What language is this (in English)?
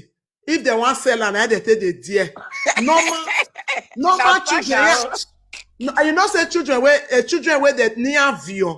Nigerian Pidgin